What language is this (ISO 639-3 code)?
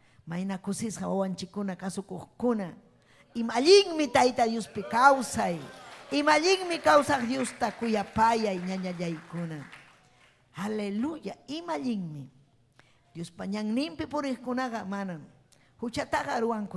quy